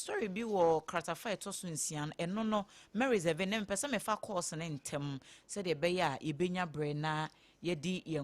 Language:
Akan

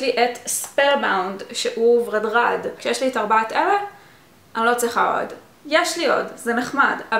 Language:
Hebrew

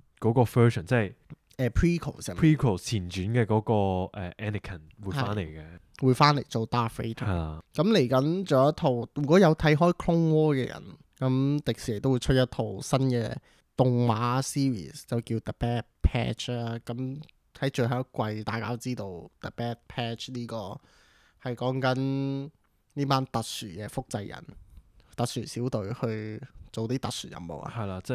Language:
Cantonese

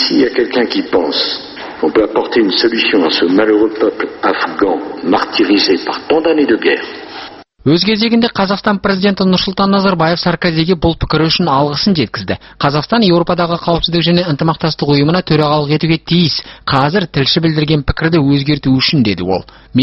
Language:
Kazakh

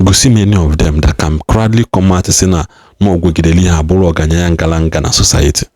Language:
Igbo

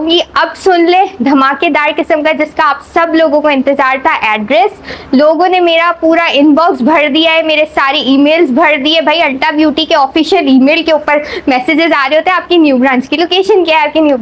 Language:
Hindi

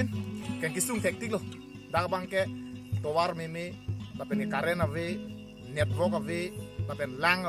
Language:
Karbi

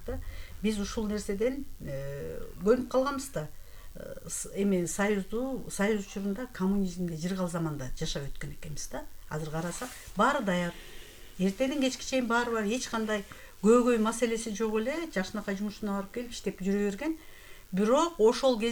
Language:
Kyrgyz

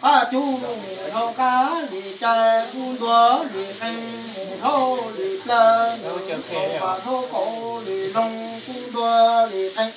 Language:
Hmong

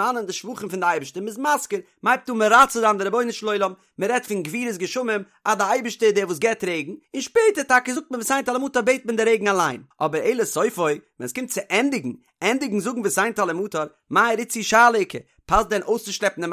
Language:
Yiddish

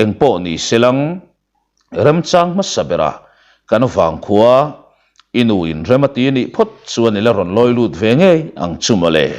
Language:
Mizo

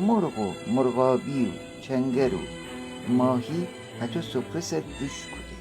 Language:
Gilaki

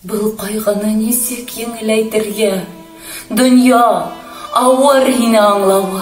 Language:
Bashkir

